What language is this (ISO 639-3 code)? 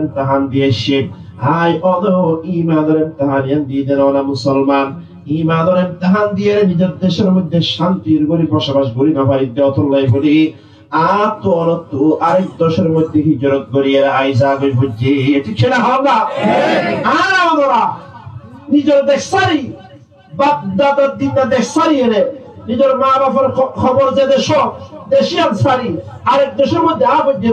rhg